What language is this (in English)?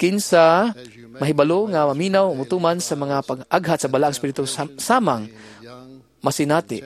Cebuano